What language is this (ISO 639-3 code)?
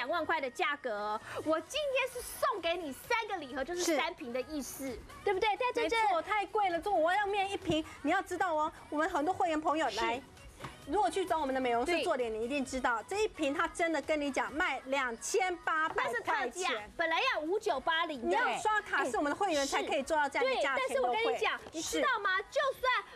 zho